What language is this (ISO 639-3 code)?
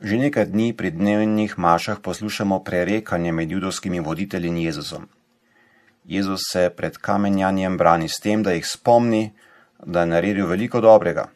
slv